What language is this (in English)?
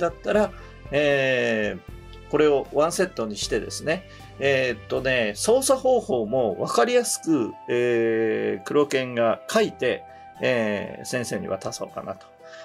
Japanese